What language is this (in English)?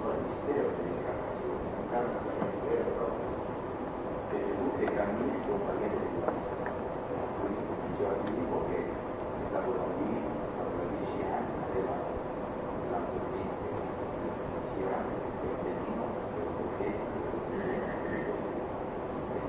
Italian